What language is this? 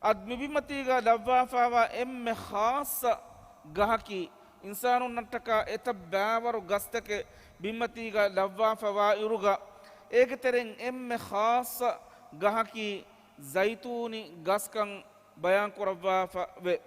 Divehi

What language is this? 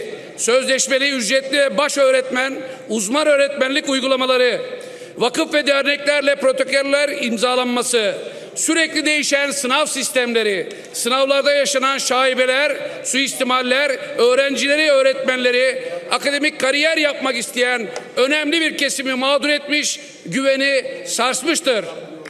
Turkish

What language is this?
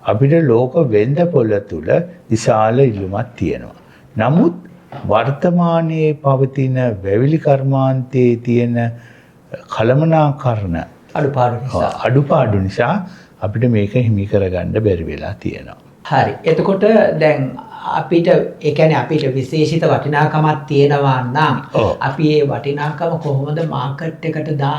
Sinhala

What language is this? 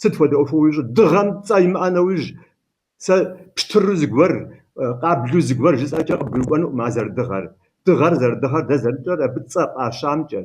Kabardian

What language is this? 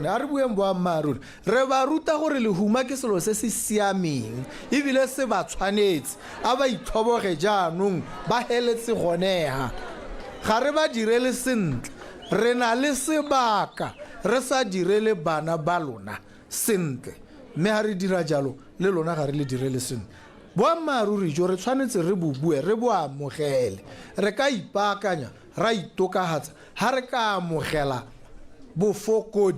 Tswana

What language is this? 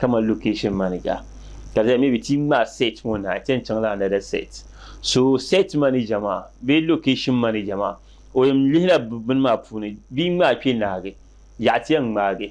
Dagbani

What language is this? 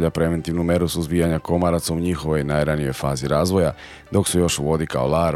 Serbian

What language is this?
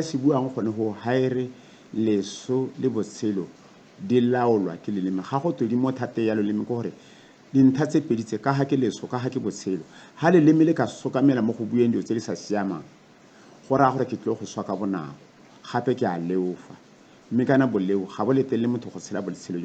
Tswana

